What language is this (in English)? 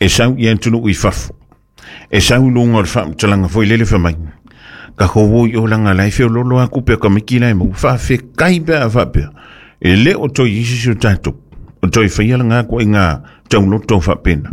Samoan